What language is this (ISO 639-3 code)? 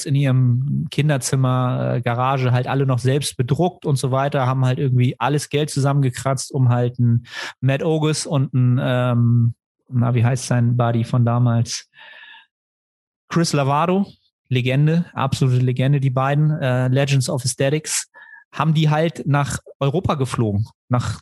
deu